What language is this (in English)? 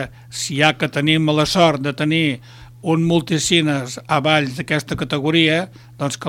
Catalan